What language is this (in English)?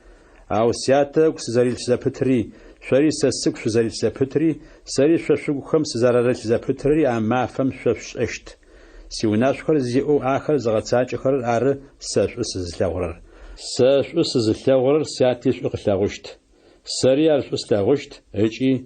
Adyghe